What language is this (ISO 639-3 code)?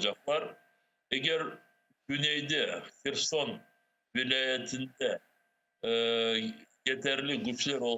crh